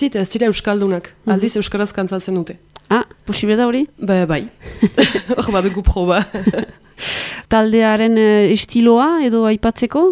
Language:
Basque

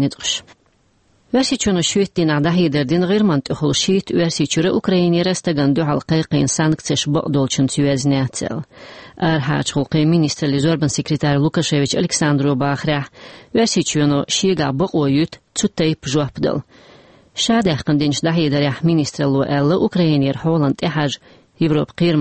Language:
Chechen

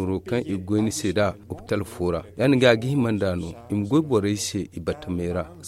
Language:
Zarma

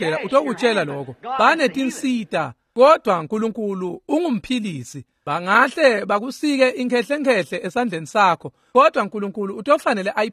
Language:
Swati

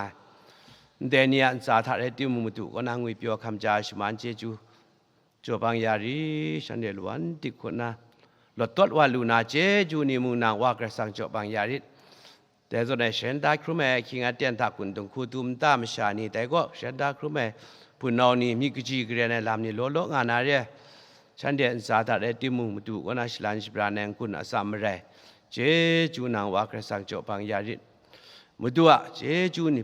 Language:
Kachin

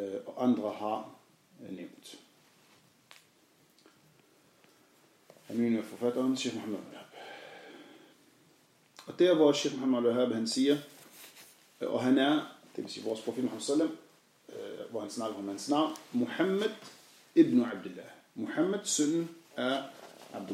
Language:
Danish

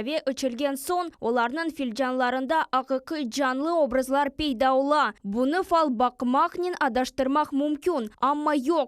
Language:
Crimean Tatar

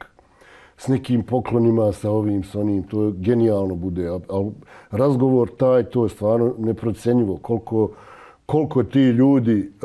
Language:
Serbian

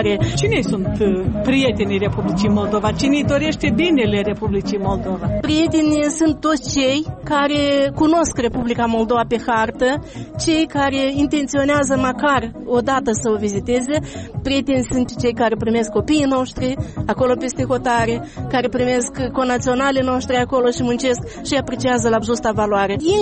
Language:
Romanian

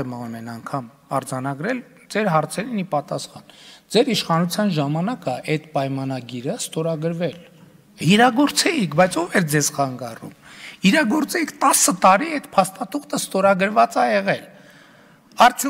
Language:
Armenian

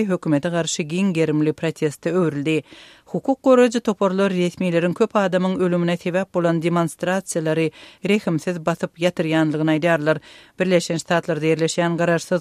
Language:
Turkmen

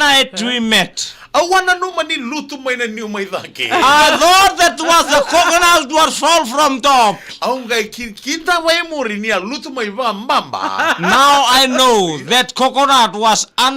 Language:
Fijian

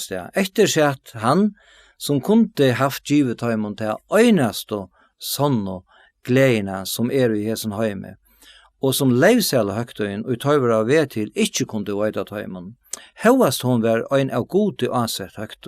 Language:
Faroese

